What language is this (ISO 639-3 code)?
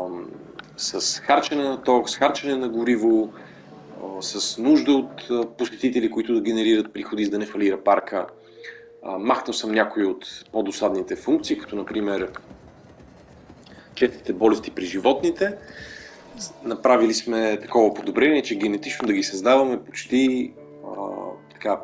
bul